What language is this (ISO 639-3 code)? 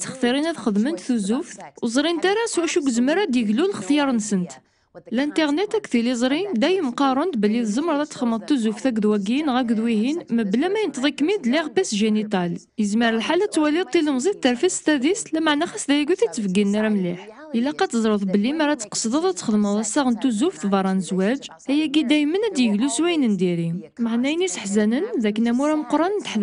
kab